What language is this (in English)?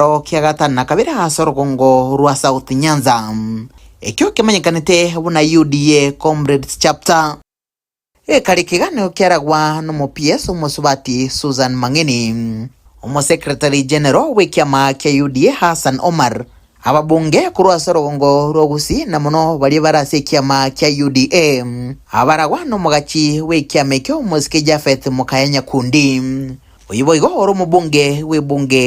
Gusii